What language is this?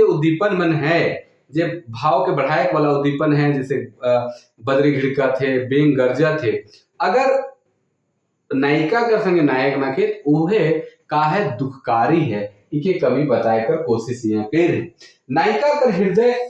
Sadri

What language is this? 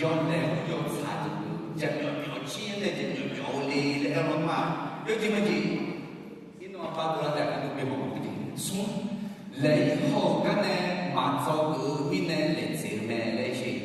Akha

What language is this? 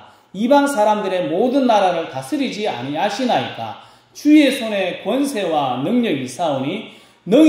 Korean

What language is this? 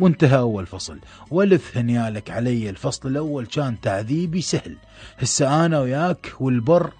Mesopotamian Arabic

